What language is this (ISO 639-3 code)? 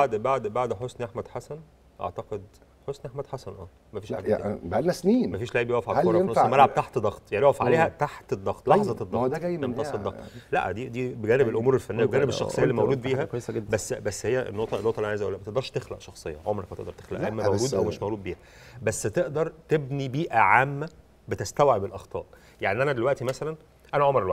arz